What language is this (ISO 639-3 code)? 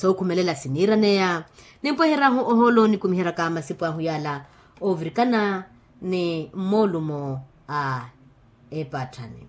vmw